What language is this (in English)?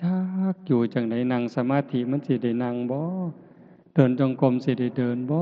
Northeastern Thai